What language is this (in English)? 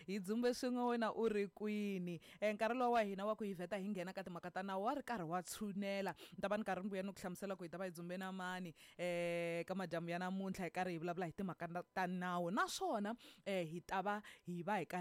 Tsonga